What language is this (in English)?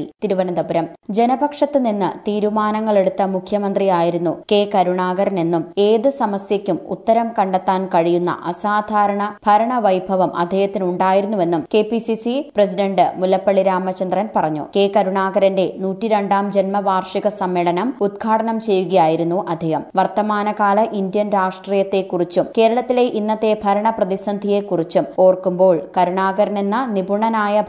Malayalam